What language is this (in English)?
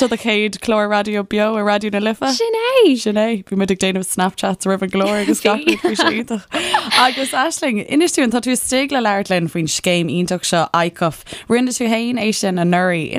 Irish